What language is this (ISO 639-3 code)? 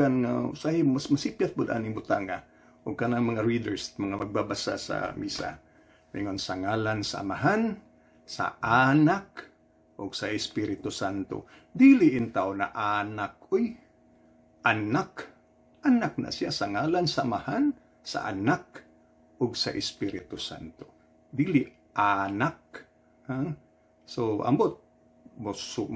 ceb